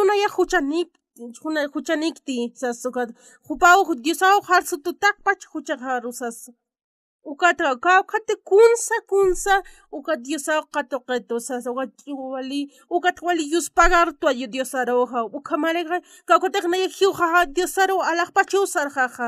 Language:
Aymara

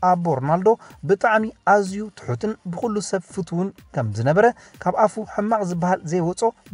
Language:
Tigrinya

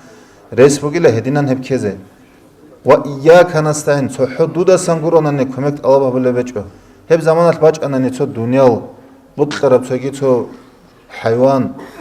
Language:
Avaric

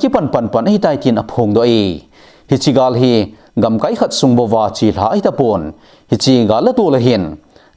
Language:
Thado Chin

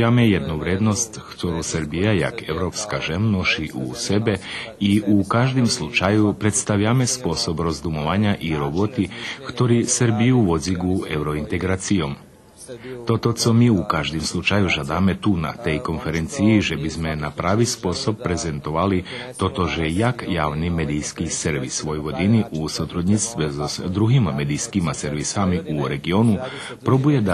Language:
Rusyn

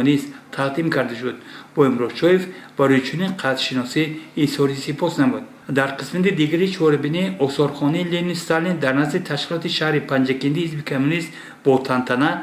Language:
Tajik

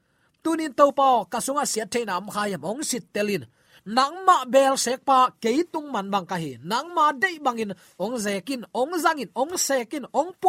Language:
Tedim Chin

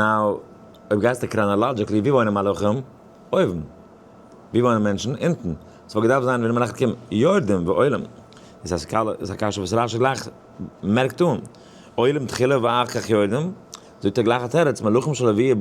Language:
Yiddish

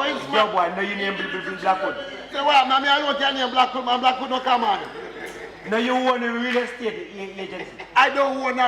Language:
Jamaican Creole English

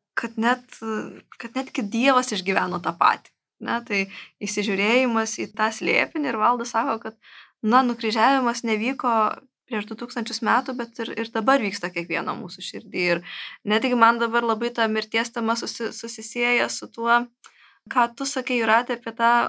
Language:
Lithuanian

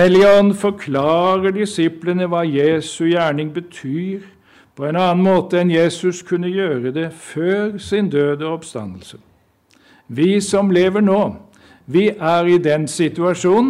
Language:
Norwegian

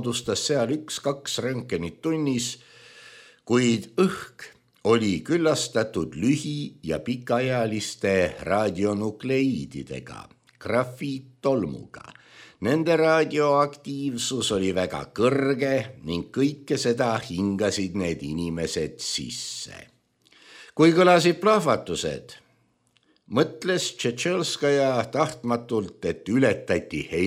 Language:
Estonian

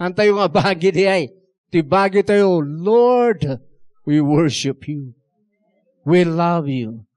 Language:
Iloko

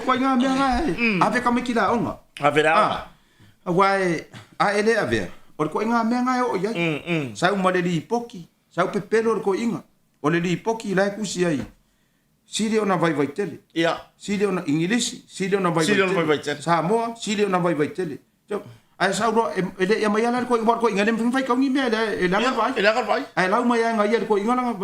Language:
Samoan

